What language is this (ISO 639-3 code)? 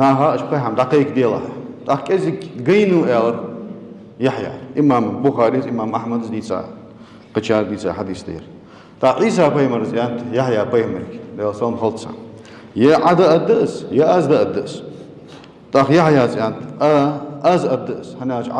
inh